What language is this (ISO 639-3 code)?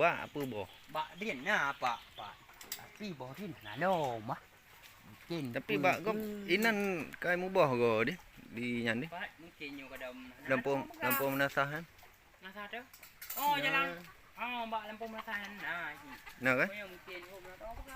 ace